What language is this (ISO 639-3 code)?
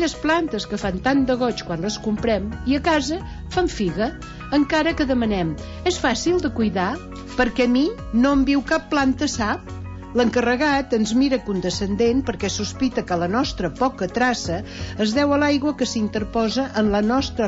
cat